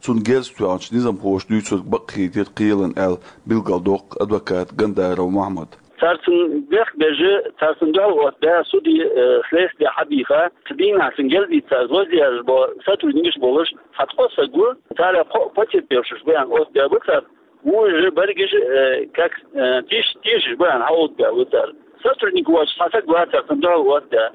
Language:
Chechen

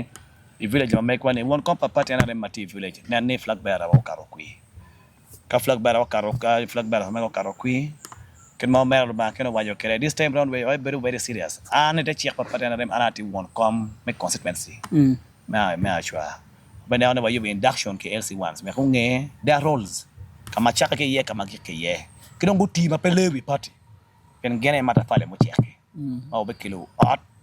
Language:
Acoli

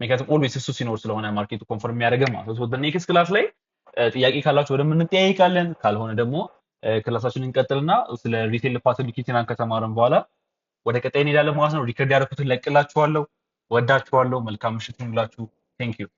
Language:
Amharic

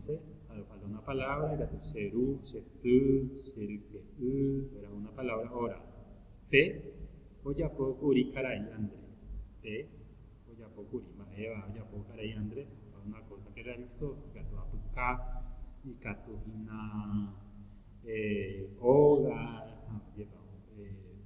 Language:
Guarani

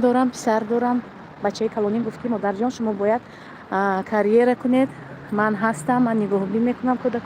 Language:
Tajik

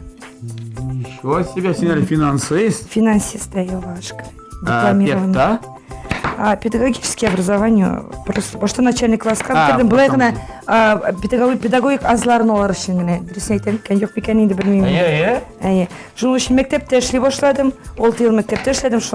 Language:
Tatar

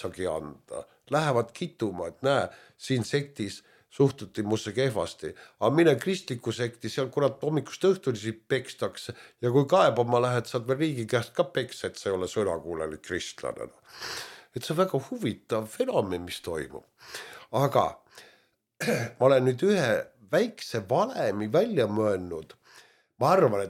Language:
Estonian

